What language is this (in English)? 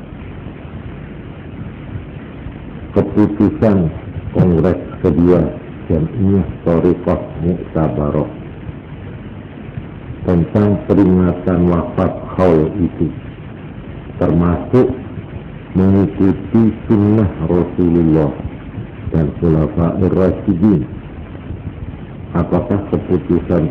Indonesian